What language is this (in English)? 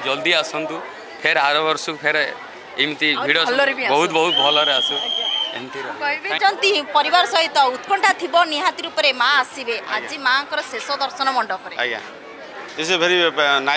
Odia